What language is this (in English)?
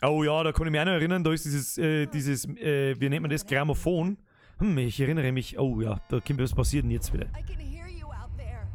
Bavarian